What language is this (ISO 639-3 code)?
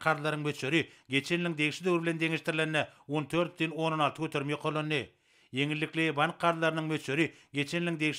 tuk